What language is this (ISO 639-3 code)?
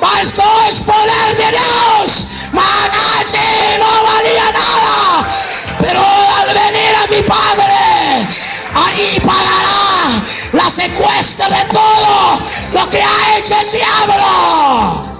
kek